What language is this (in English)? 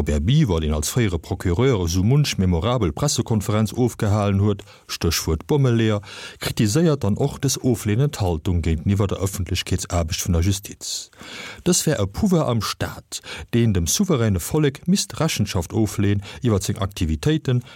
Luxembourgish